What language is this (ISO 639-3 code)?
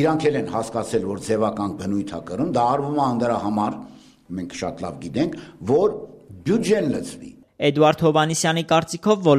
hye